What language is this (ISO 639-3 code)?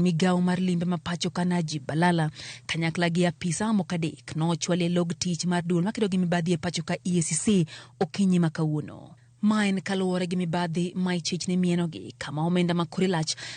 luo